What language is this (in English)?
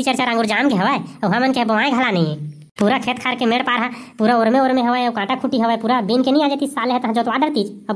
Chhattisgarhi